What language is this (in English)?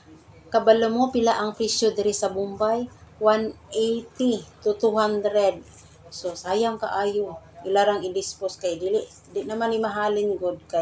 Cebuano